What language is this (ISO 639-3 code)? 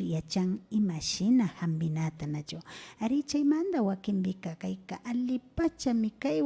qvi